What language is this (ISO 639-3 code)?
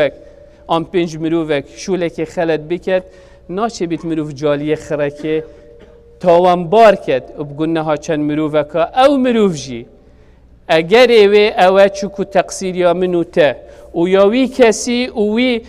kur